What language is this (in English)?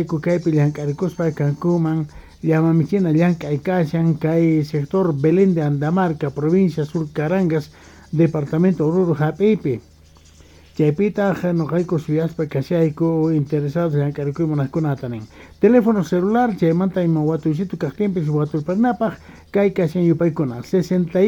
Quechua